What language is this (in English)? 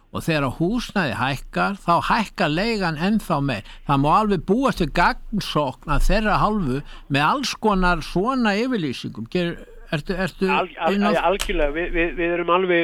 Icelandic